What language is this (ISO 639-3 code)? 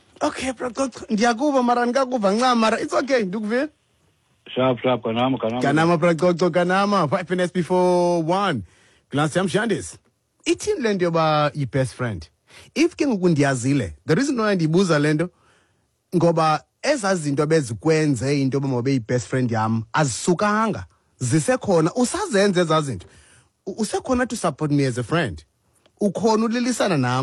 xho